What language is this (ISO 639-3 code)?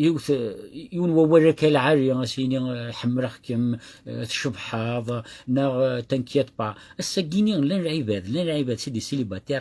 kab